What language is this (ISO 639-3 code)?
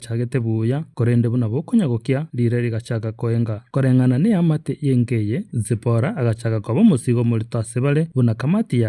guz